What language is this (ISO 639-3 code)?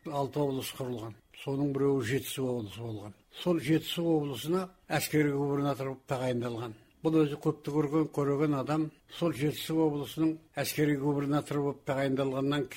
kaz